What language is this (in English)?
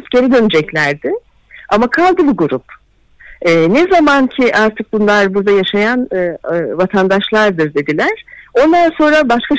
Turkish